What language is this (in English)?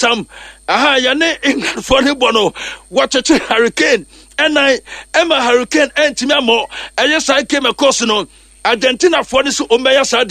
Akan